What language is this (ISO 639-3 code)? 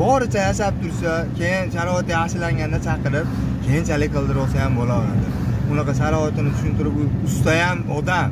uzb